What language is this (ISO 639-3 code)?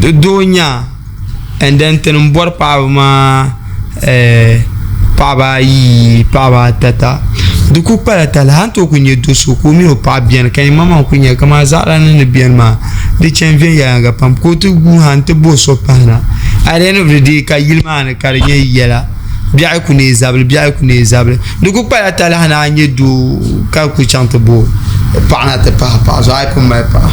dag